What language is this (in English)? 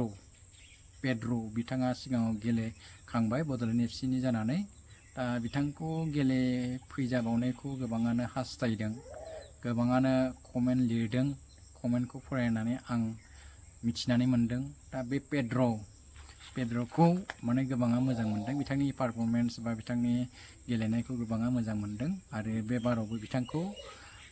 Bodo